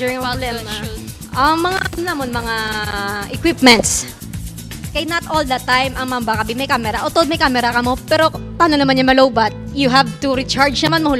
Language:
Hiligaynon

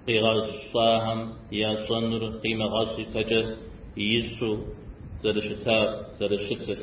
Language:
Kabardian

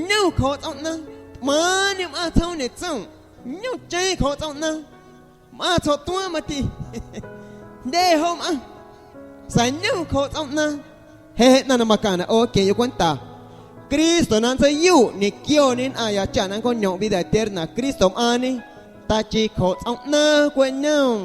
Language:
Guerrero Amuzgo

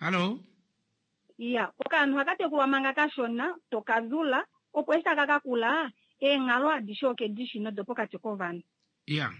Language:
Kuanyama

